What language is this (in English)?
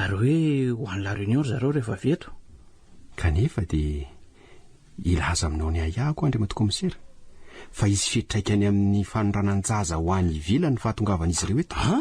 Malagasy